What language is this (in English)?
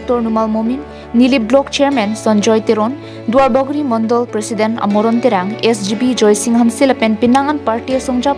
Karbi